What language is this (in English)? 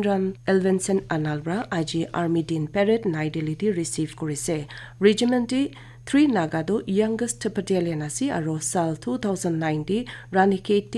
Naga Pidgin